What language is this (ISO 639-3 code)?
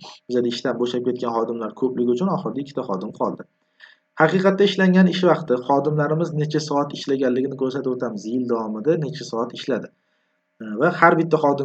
uzb